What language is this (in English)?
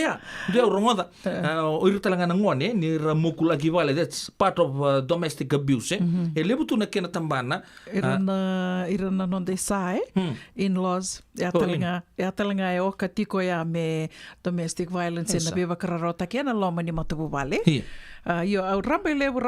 Fijian